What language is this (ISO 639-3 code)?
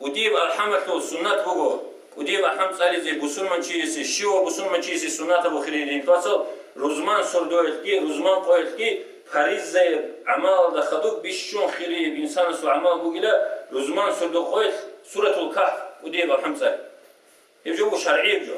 ava